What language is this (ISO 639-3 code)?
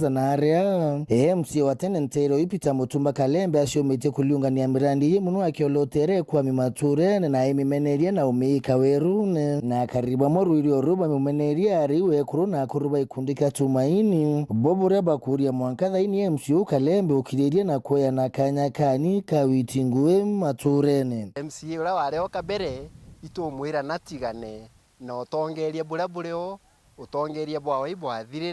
mer